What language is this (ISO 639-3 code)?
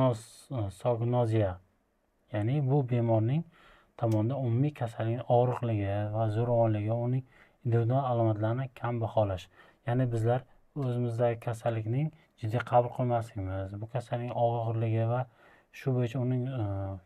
uzb